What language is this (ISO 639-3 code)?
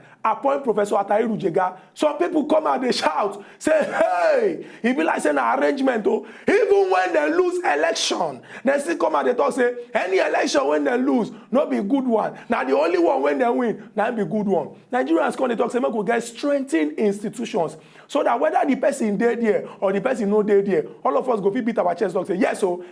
pcm